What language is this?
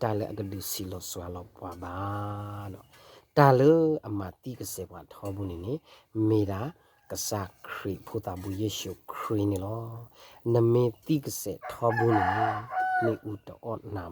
S'gaw Karen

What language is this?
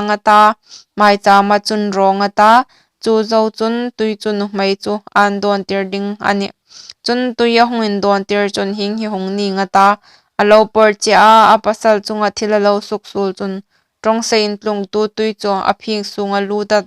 Hmar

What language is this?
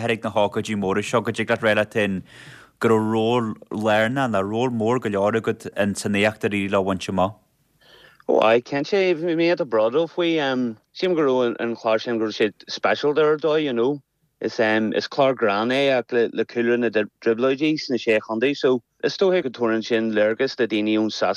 Irish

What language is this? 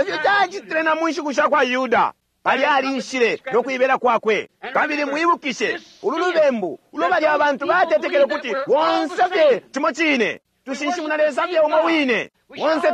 Bemba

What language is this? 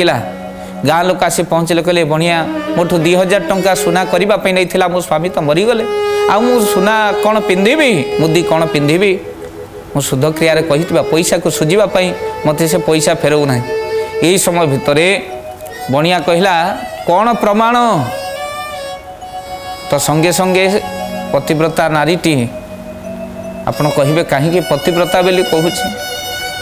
Odia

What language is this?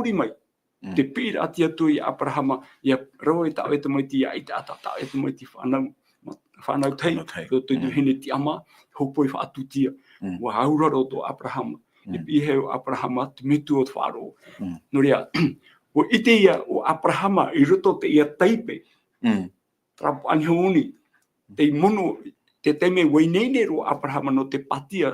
Tahitian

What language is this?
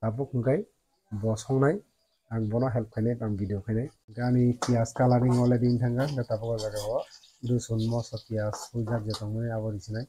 Kok Borok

